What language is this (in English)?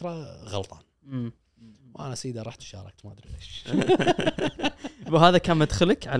Gulf Arabic